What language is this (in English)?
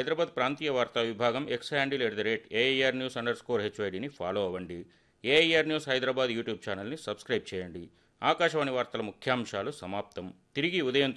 Telugu